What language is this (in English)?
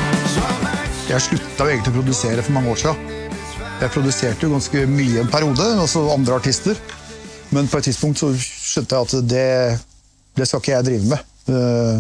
Norwegian